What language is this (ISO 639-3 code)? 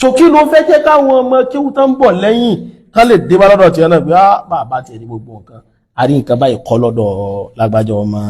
yor